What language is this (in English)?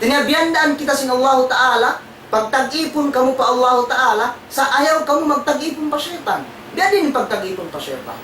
Tausug